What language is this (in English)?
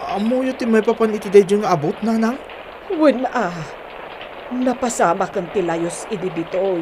Iloko